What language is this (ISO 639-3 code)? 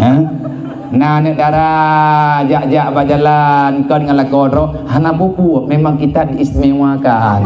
ace